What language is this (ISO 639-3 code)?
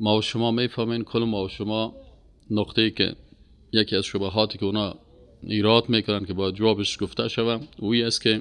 fas